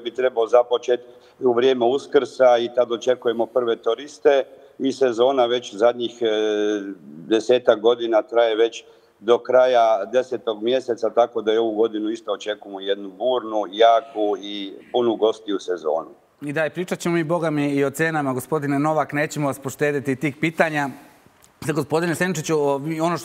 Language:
Serbian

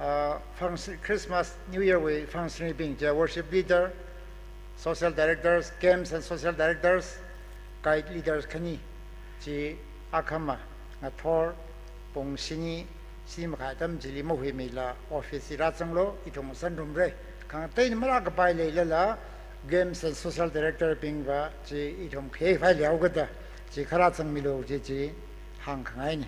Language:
Tangkhul Naga (India)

